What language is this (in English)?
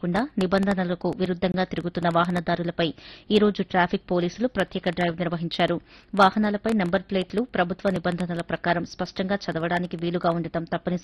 Telugu